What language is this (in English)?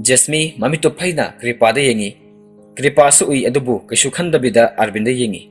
Manipuri